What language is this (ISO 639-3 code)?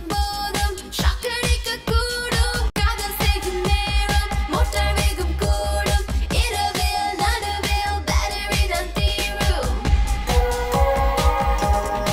tam